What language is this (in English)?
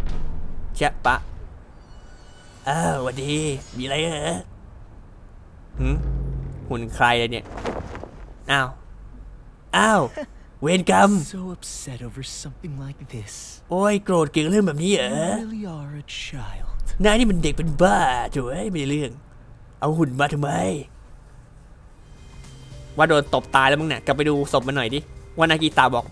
Thai